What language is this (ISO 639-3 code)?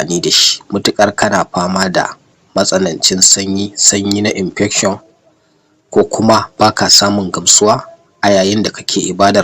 hau